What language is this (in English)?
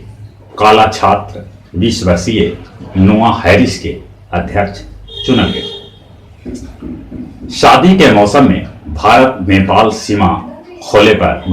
Magahi